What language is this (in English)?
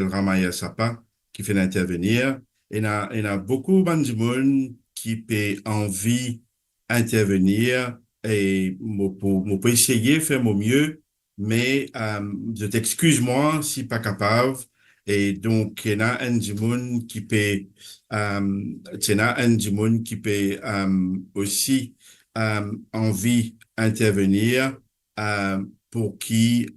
Morisyen